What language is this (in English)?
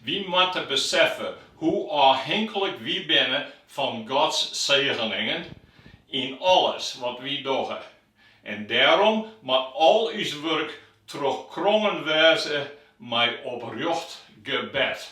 Western Frisian